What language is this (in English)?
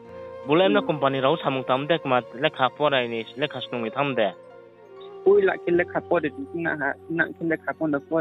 Riang (India)